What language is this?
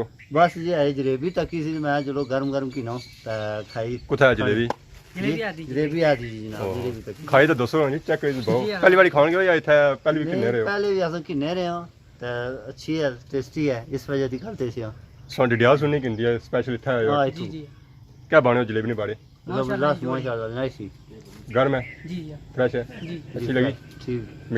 Pahari-Potwari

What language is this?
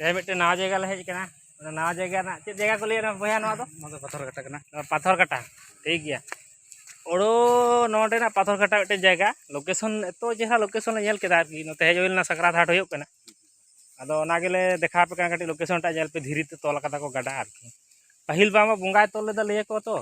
Santali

